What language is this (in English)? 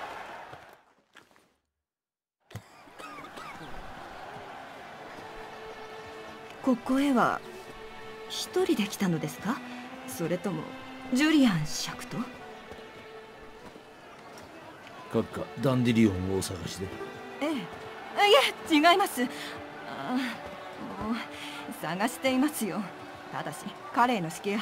Japanese